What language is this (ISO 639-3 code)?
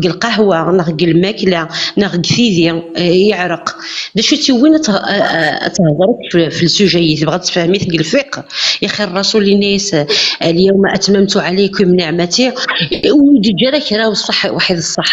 kab